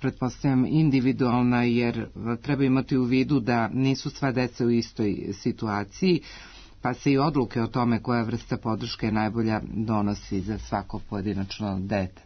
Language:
Serbian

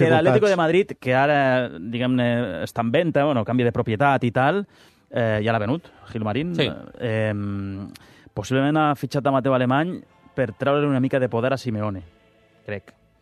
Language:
Catalan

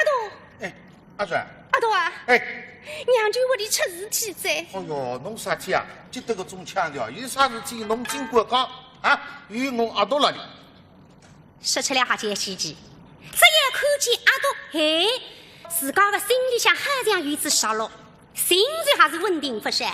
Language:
Wu Chinese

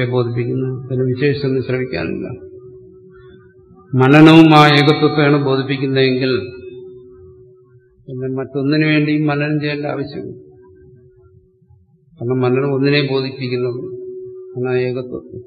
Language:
Malayalam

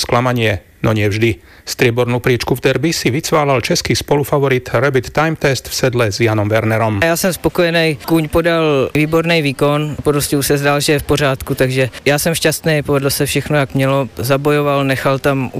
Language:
Slovak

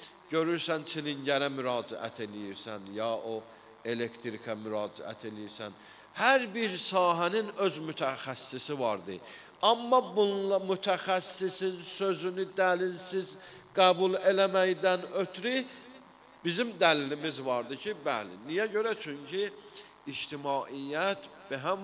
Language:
Azerbaijani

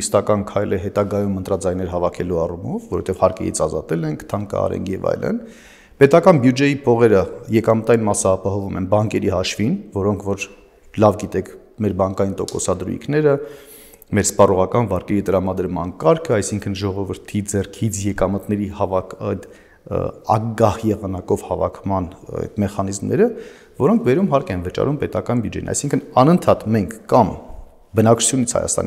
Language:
Armenian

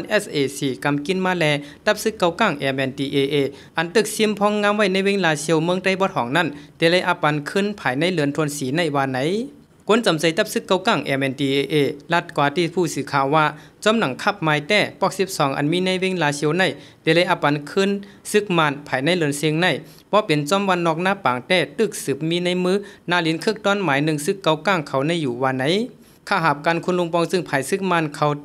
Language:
Shan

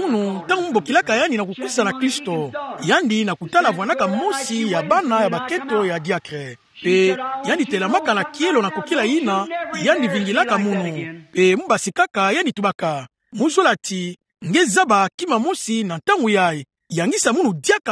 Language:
Kituba (Democratic Republic of Congo)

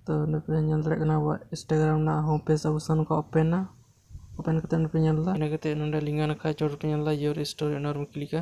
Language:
Santali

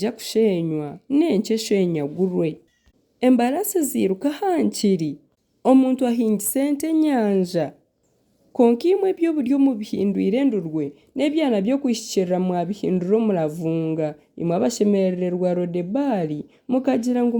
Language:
Nyankole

